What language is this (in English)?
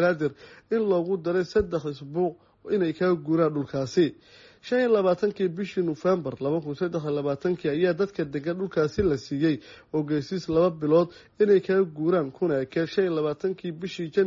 Somali